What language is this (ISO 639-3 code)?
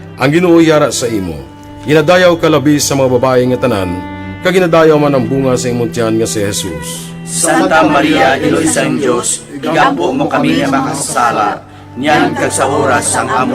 hil